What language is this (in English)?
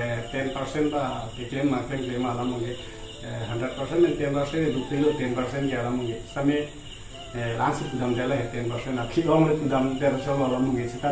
Karbi